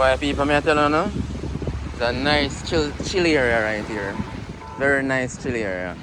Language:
Jamaican Creole English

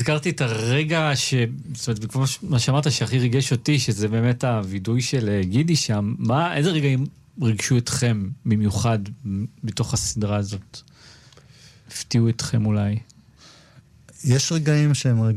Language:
Hebrew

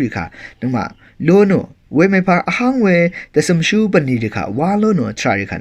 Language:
Rawang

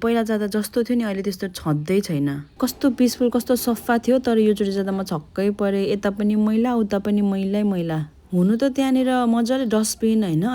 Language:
Nepali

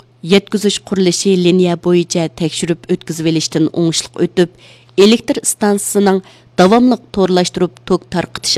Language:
Uyghur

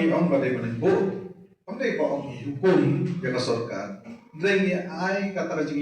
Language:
Khasi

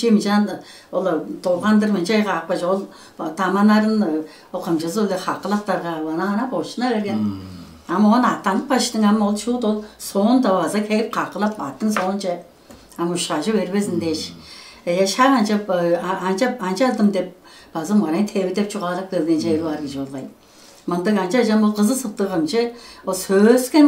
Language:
Tuvinian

